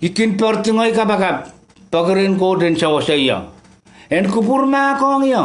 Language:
Pohnpeian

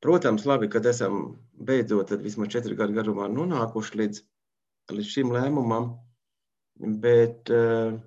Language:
Latvian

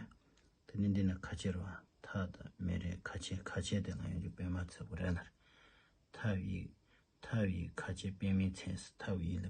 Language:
Tibetan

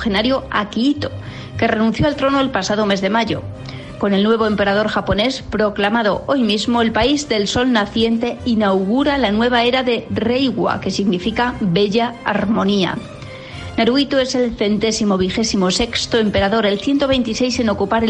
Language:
Spanish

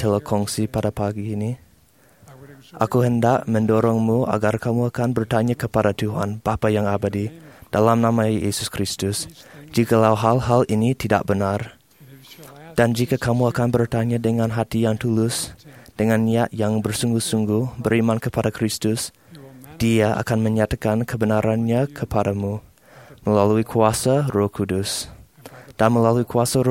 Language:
Malay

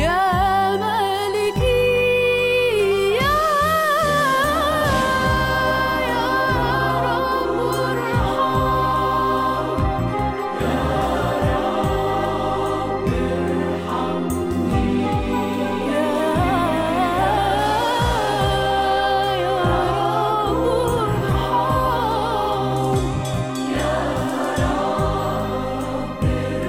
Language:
Estonian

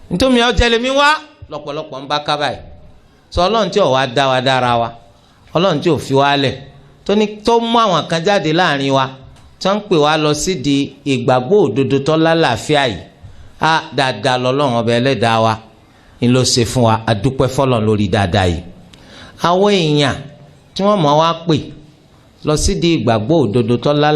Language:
Yoruba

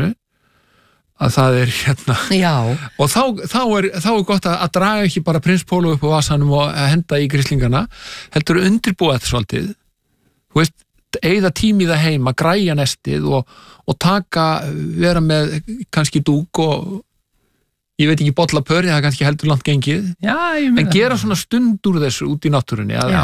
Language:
Icelandic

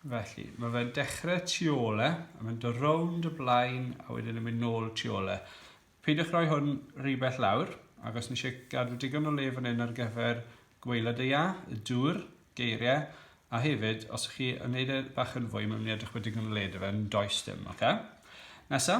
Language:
Welsh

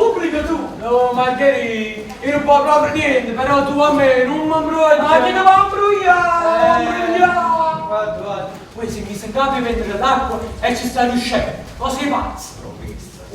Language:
Neapolitan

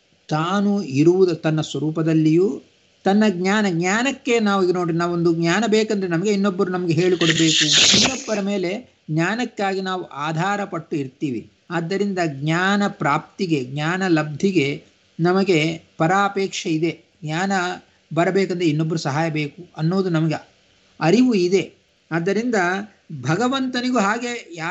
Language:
Kannada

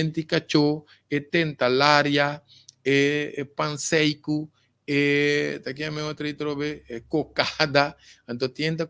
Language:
Papiamento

